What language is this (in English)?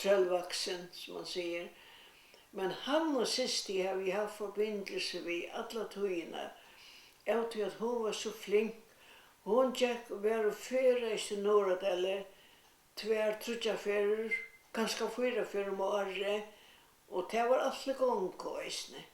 Faroese